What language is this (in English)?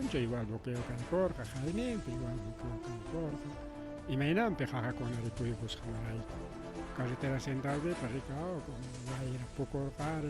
Ayacucho Quechua